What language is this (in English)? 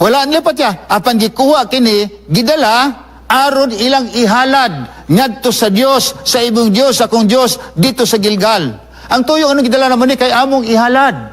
Cebuano